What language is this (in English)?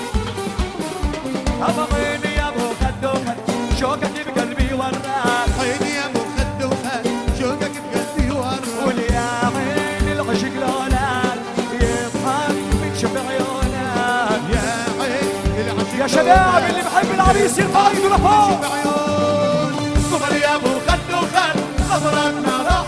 South Levantine Arabic